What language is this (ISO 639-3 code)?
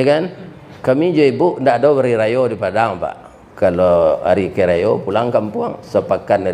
min